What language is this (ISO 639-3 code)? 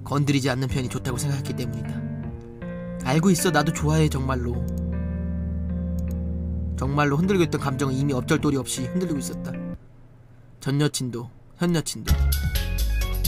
kor